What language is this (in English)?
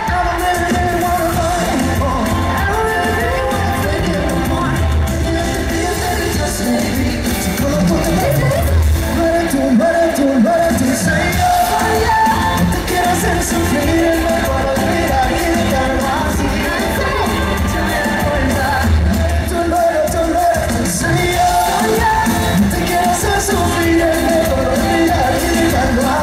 Spanish